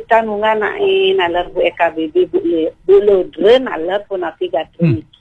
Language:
Balinese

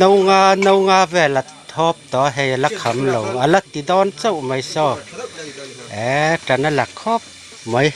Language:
Mizo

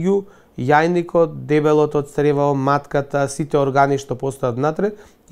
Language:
Macedonian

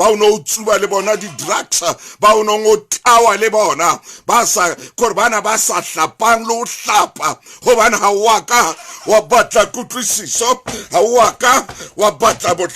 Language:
Southern Sotho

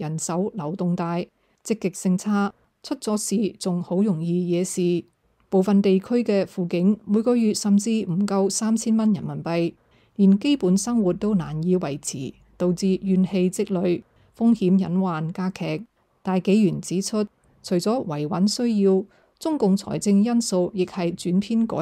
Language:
Cantonese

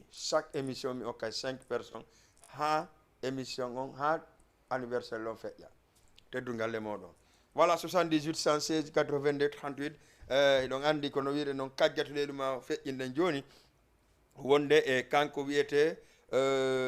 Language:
Fula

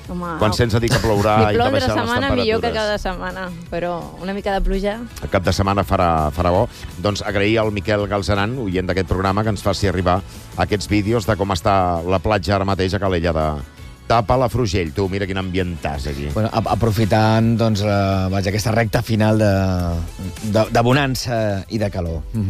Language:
Catalan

